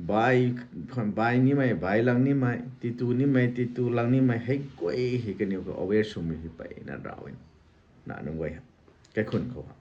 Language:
Rongmei Naga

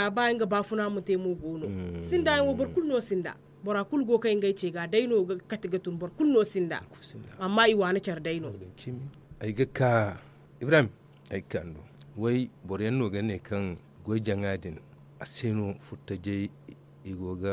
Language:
Zarma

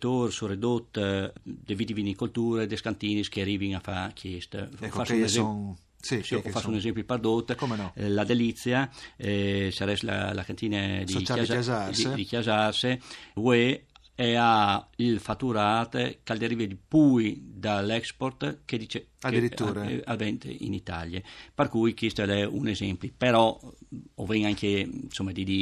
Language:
Friulian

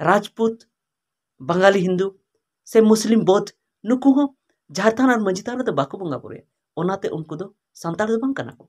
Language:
Santali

